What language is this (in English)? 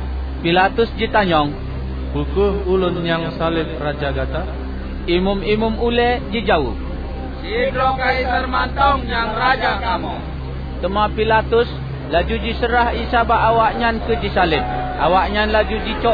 Achinese